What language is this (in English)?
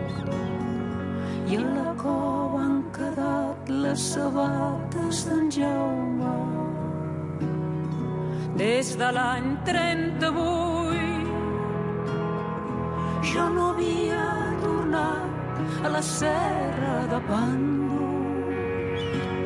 Catalan